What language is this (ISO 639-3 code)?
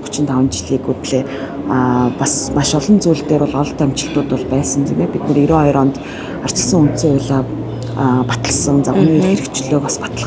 mon